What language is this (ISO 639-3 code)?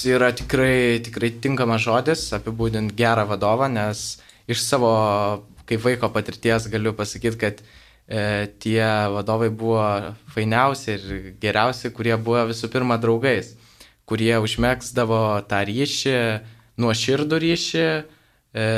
lit